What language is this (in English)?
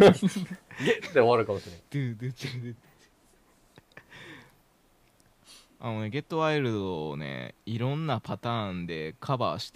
Japanese